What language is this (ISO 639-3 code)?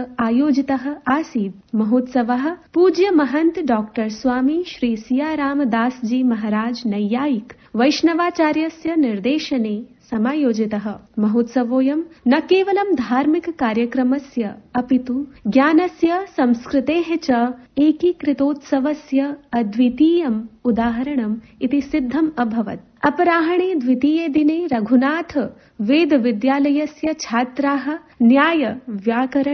san